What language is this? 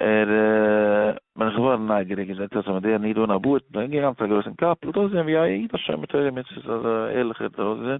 Yiddish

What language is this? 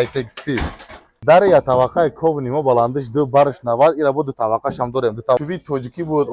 Tajik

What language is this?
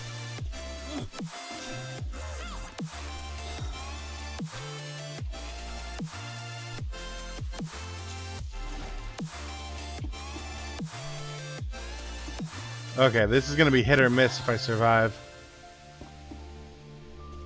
English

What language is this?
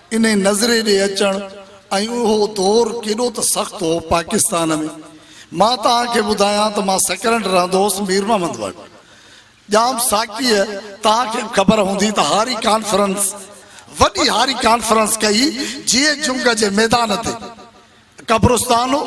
Sindhi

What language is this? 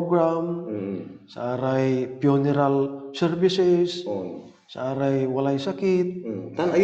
Pangasinan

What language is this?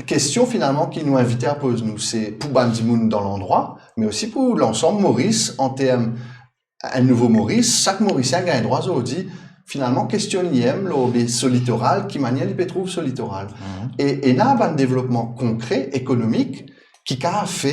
Morisyen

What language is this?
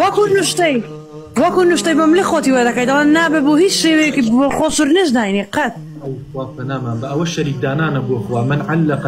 Central Kurdish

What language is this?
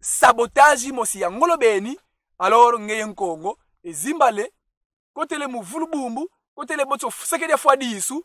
Kongo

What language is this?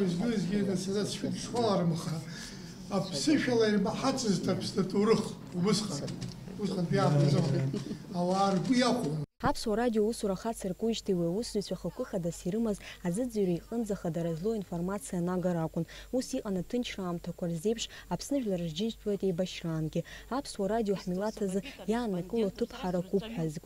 Abkhazian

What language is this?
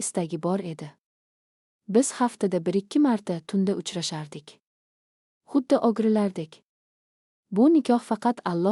Uzbek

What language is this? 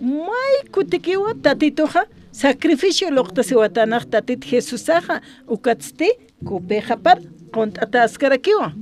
Aymara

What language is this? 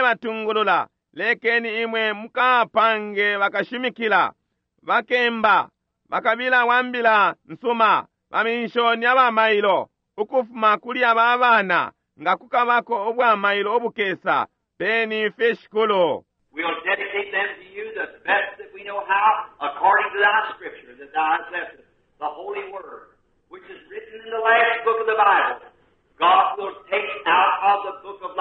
Bemba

